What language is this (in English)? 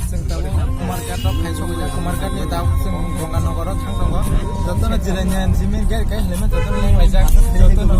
Kok Borok